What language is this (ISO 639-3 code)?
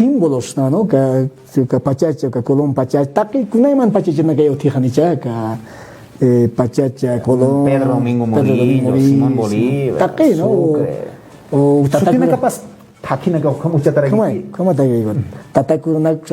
aym